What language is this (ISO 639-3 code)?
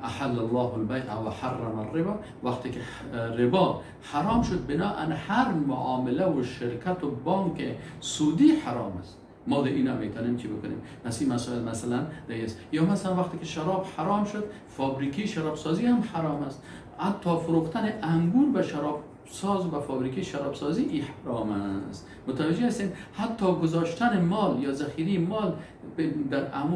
fas